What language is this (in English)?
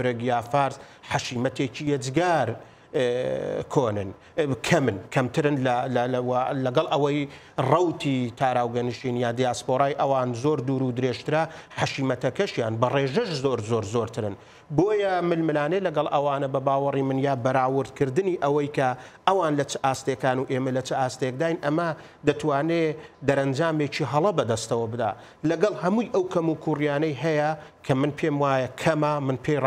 Central Kurdish